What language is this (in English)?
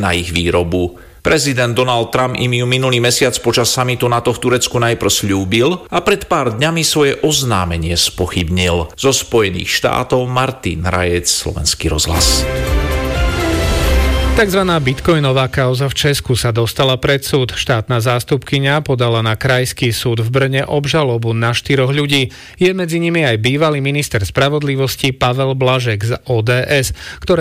Slovak